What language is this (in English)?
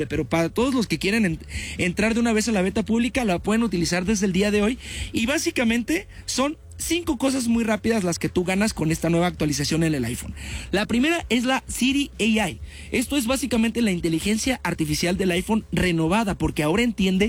Spanish